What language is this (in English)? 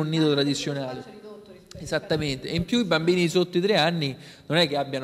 Italian